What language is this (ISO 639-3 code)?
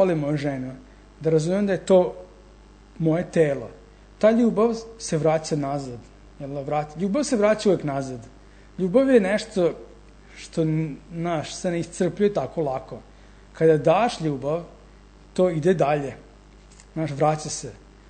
srp